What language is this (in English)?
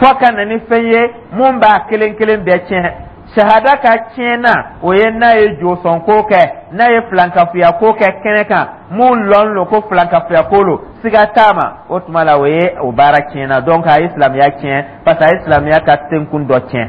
Dyula